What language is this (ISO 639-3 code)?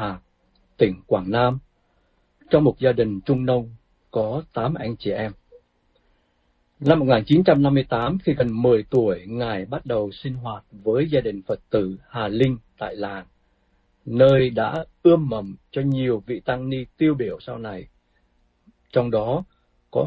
vie